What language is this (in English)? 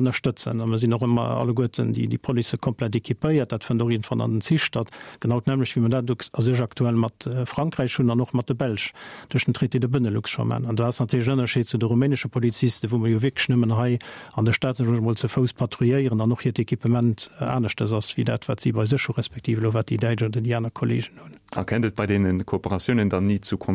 Luxembourgish